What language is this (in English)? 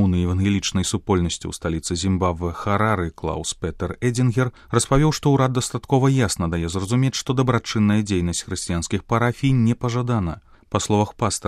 Belarusian